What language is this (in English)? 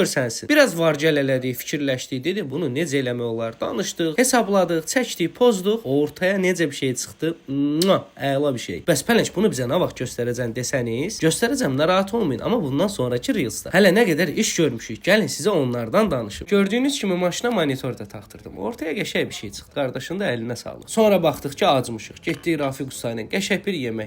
Azerbaijani